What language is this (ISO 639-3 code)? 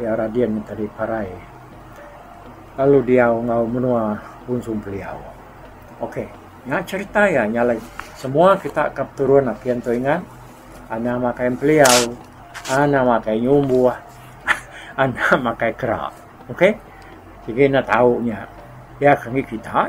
iba